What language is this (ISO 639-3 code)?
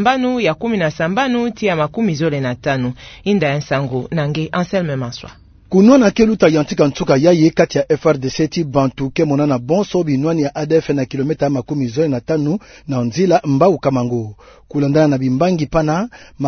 ktu